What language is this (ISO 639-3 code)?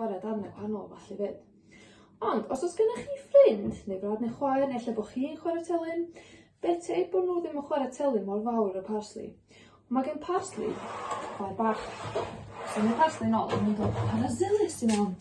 cym